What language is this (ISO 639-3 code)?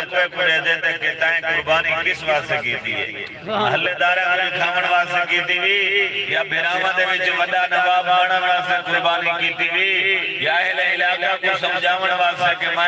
skr